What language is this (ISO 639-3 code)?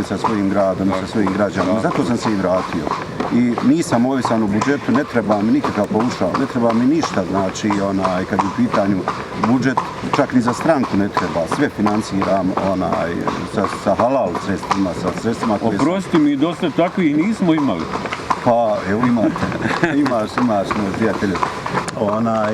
bos